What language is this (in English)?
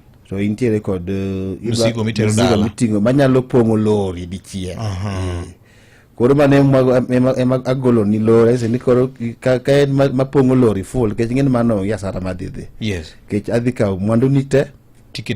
Luo (Kenya and Tanzania)